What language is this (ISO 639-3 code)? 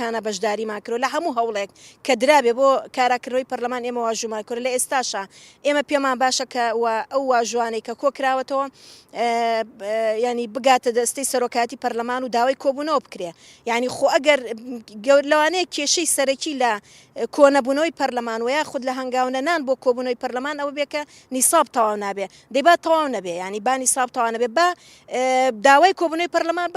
ckb